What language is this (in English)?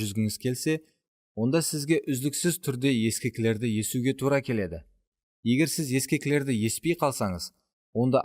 Kara-Kalpak